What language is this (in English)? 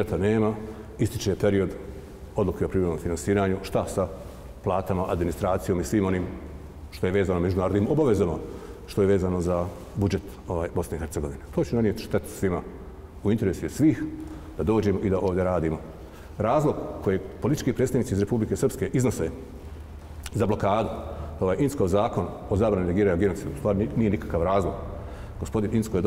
Bosnian